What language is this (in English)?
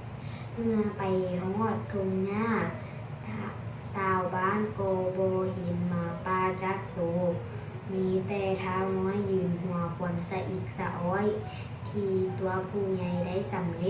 Lao